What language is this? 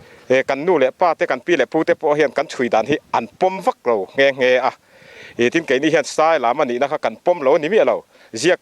Mizo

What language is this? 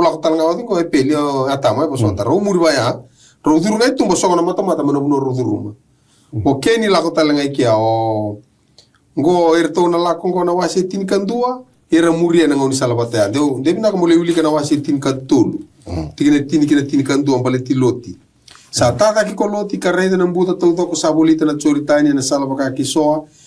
Fijian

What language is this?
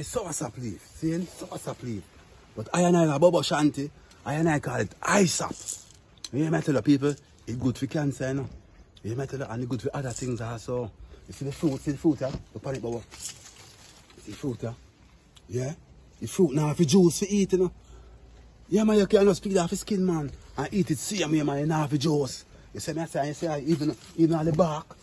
Jamaican Creole English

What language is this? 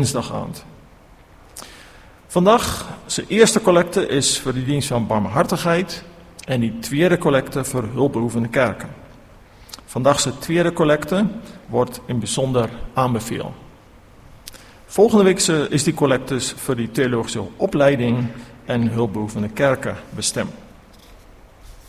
Afrikaans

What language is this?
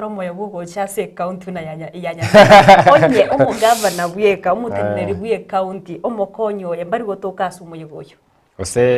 Gusii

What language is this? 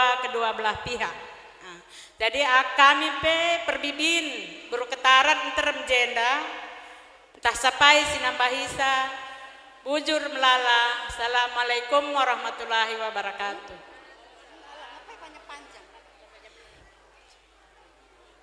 Batak Karo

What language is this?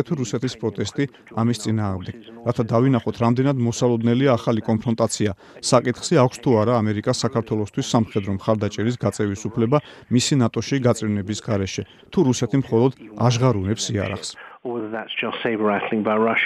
Georgian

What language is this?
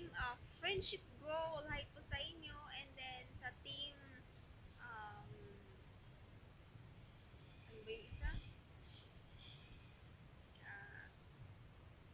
Filipino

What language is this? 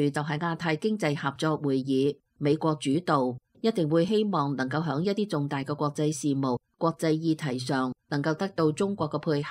Cantonese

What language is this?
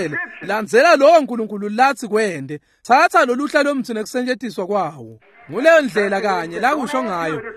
Swati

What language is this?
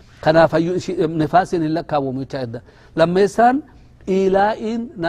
Oromo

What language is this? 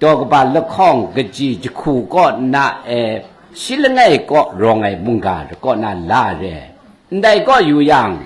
Kachin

